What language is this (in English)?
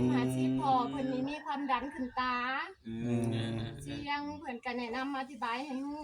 Northeastern Thai